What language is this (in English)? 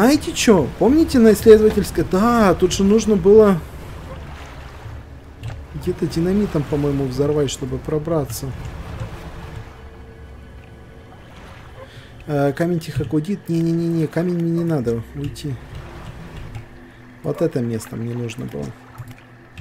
Russian